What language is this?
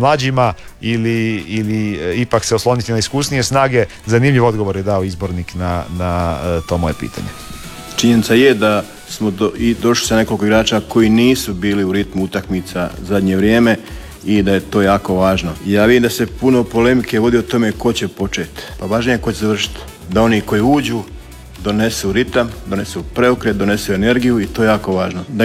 Croatian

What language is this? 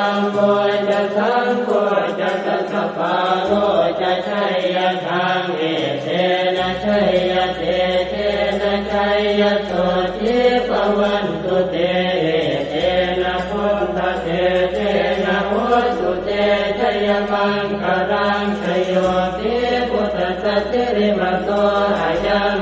Pali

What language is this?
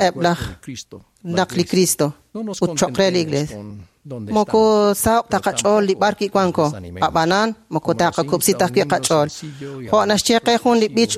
Kekchí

